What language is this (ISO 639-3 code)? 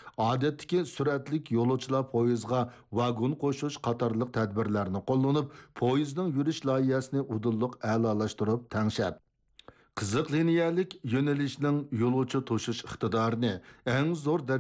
uig